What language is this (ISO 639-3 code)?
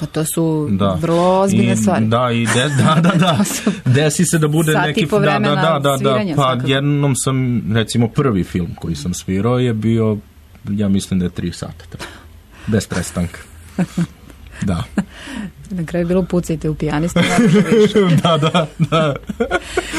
srp